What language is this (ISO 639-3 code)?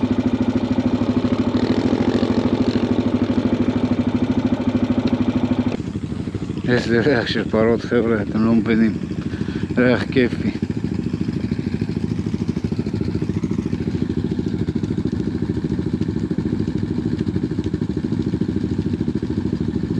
heb